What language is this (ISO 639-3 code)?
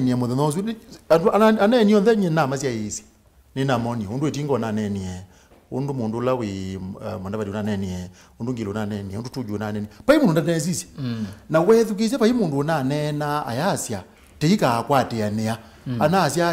kam